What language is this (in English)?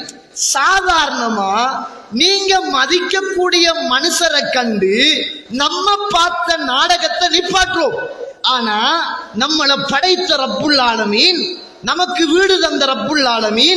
Tamil